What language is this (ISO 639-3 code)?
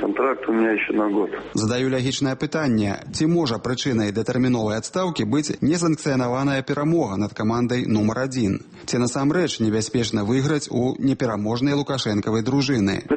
bel